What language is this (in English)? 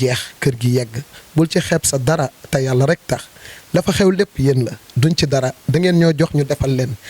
Wolof